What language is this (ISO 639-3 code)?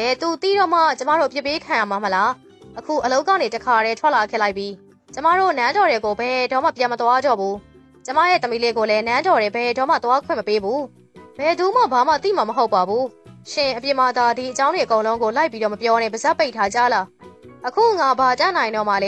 mya